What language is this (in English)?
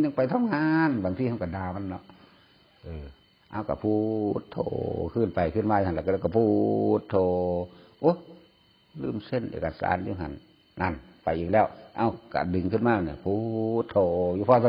Northeastern Thai